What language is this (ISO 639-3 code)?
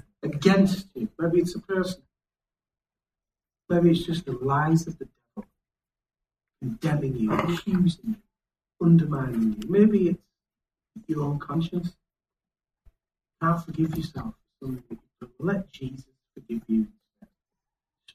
eng